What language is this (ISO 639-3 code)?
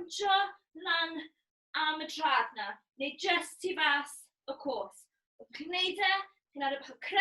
cym